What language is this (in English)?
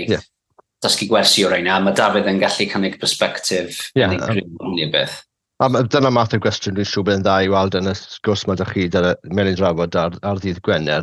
Welsh